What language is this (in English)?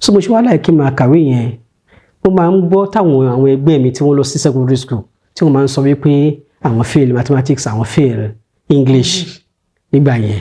Yoruba